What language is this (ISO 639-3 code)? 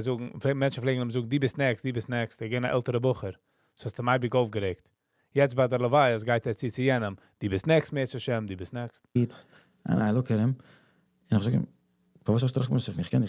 yid